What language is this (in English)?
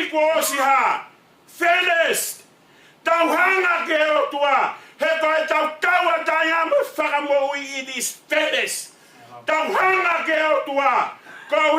Tongan